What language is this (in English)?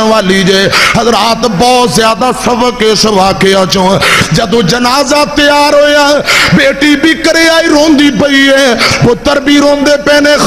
Western Panjabi